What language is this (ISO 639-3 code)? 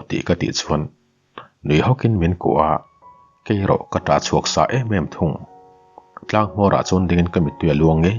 lus